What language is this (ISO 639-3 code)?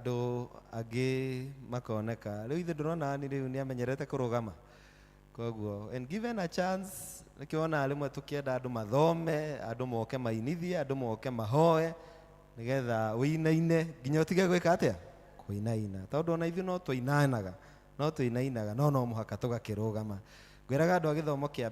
kik